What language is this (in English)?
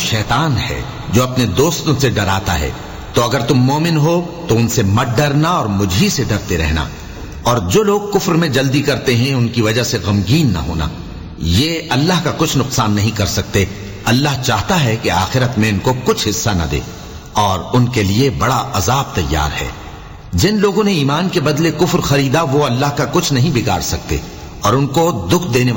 Urdu